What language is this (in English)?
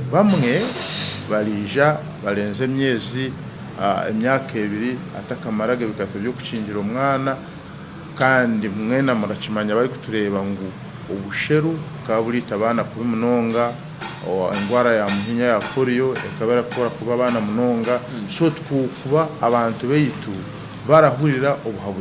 Nyankole